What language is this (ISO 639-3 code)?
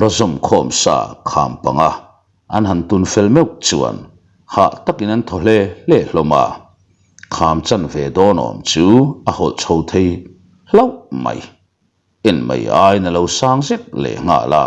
lus